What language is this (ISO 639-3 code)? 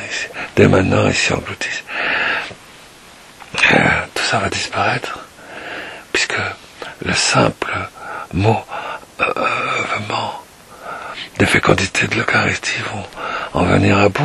fra